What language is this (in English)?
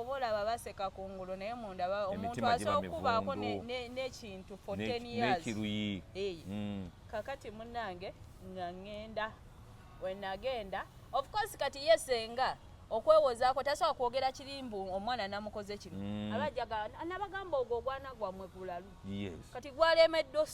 Ganda